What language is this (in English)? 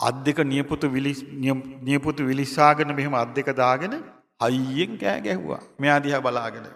Sinhala